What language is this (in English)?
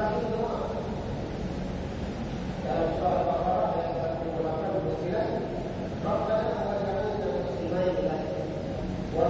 Malay